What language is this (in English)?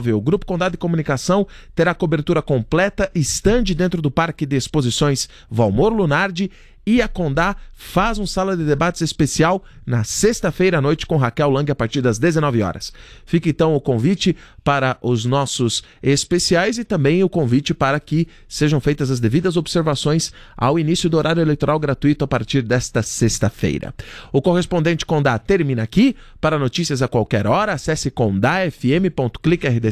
Portuguese